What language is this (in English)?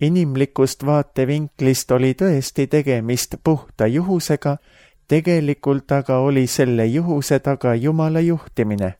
Estonian